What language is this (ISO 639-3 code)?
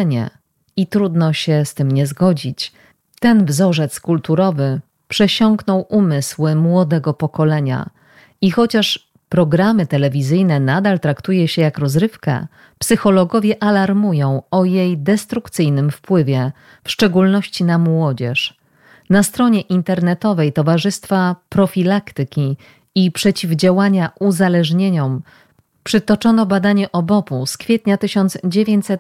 pol